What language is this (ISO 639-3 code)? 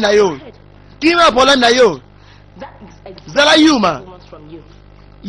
lin